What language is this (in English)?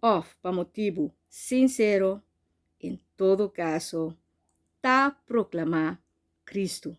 Papiamento